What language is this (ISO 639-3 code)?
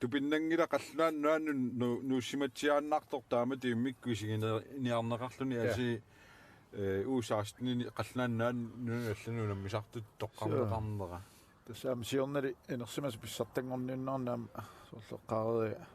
kal